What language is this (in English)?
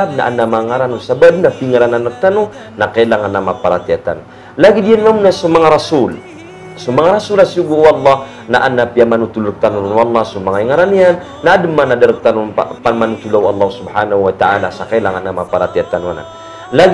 Maranao